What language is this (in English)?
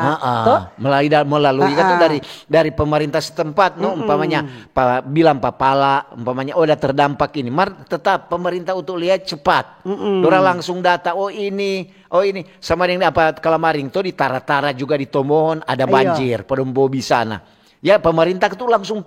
Manado Malay